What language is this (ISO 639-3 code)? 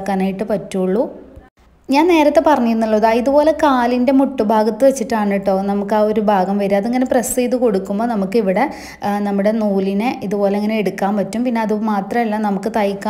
mal